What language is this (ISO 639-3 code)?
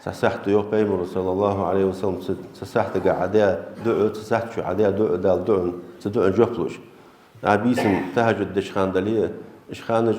inh